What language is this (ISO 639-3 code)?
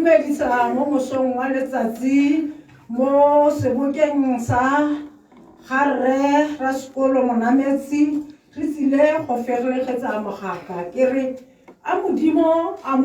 tsn